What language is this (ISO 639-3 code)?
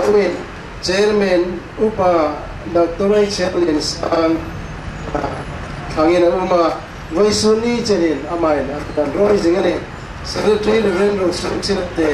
hmr